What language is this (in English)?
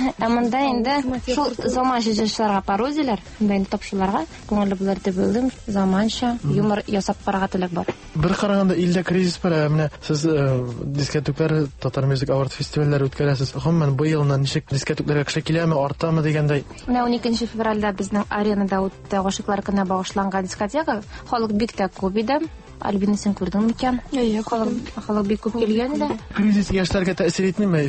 Tatar